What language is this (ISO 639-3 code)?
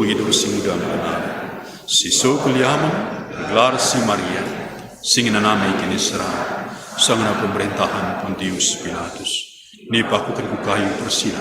btx